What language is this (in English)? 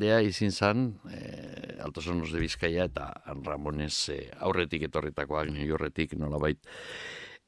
Basque